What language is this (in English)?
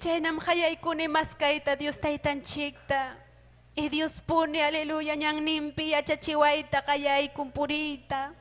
Ayacucho Quechua